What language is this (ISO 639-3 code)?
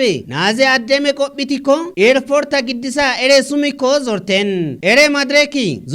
kbr